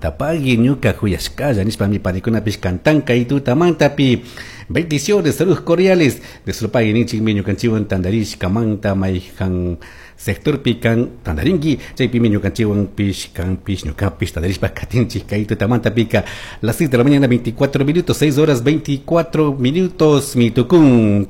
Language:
Chimborazo Highland Quichua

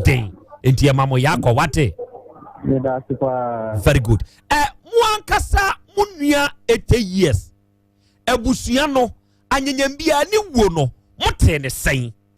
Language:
Akan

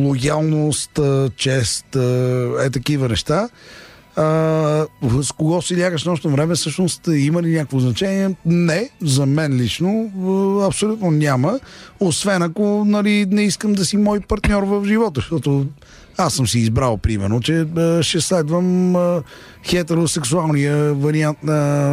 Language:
Bulgarian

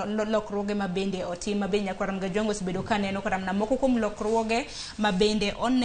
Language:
Luo (Kenya and Tanzania)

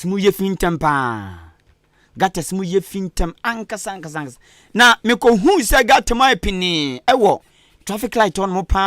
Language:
Akan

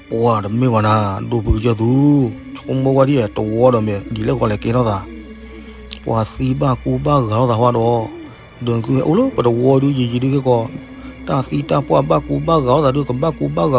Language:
S'gaw Karen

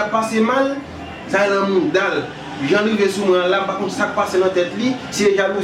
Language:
Haitian Creole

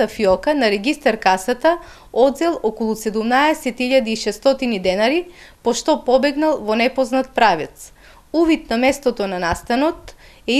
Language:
Macedonian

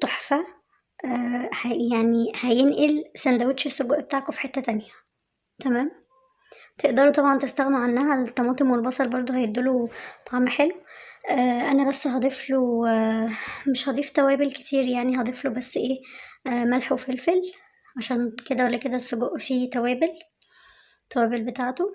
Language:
Egyptian Arabic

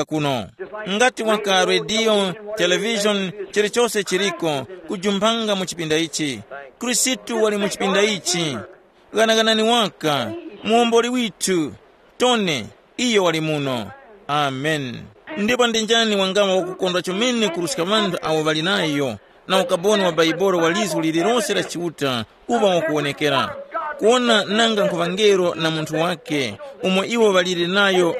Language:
Tumbuka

